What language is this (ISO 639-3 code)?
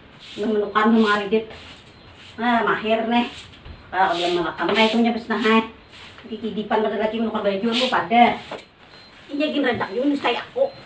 bjn